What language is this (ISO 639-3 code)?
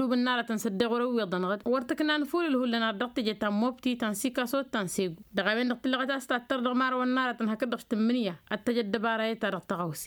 taq